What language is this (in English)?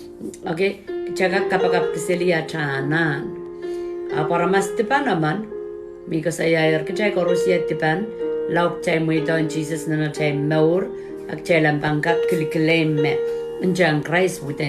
Pohnpeian